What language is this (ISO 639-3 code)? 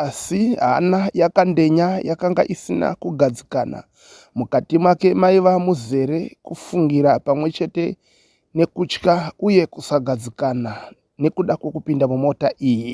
sna